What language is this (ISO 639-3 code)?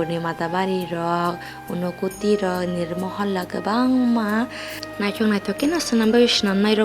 trp